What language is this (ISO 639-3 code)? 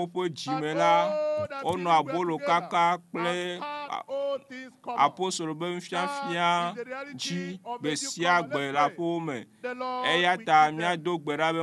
ewe